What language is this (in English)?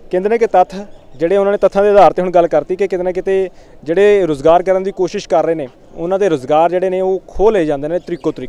Punjabi